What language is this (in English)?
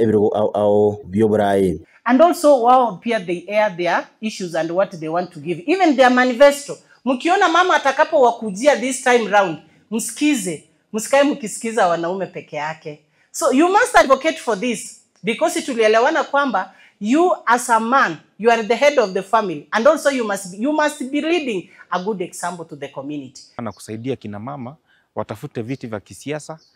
Gusii